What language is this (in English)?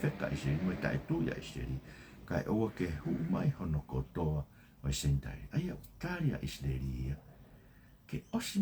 Tongan